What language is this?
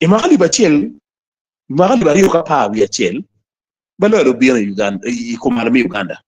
Acoli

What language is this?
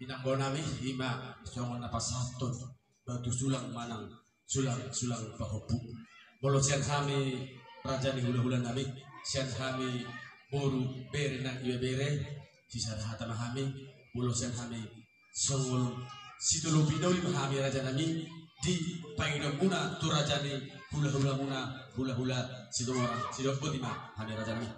Batak Toba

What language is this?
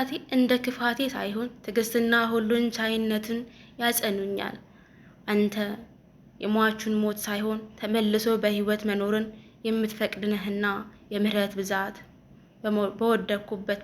Amharic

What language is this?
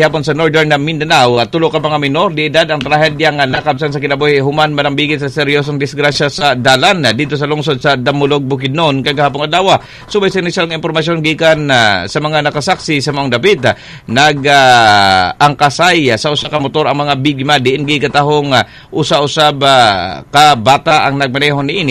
Cebuano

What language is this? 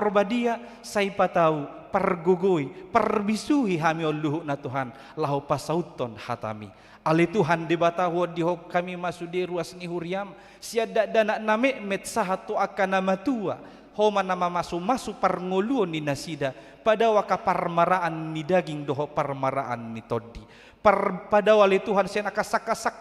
Batak Toba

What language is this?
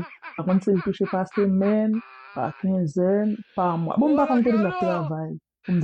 Haitian Creole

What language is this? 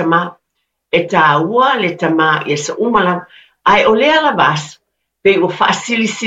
Samoan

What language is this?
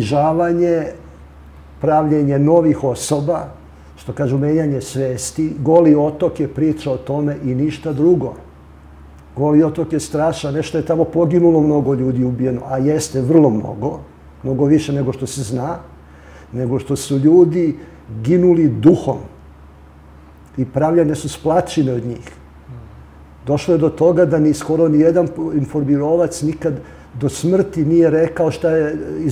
Serbian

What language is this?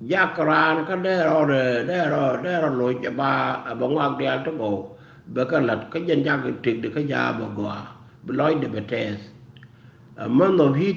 Nuer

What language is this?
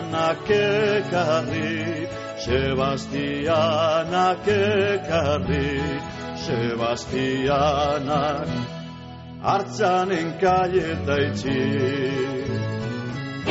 Basque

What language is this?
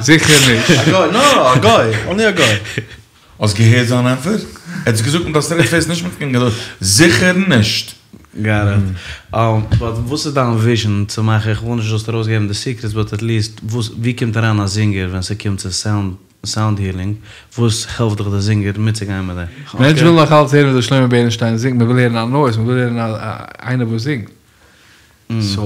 Yiddish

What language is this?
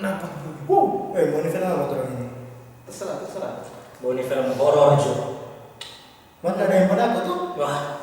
Manado Malay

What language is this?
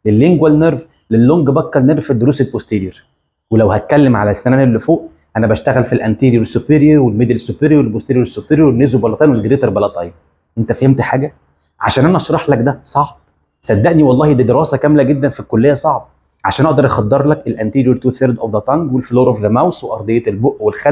Egyptian Arabic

